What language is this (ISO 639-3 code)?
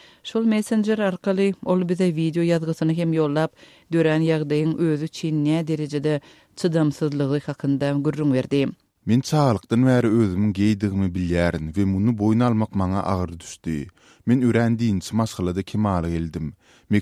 tuk